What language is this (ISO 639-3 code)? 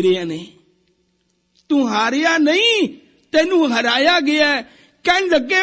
pan